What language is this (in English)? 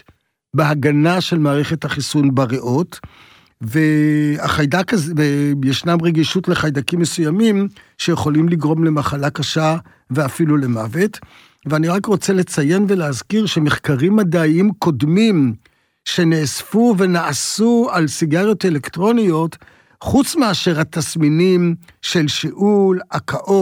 Hebrew